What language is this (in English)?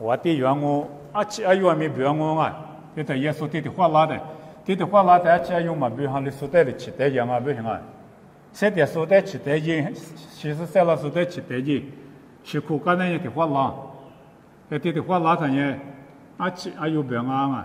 Lisu